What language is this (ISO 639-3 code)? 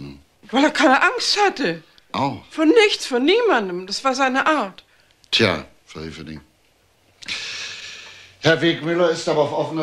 deu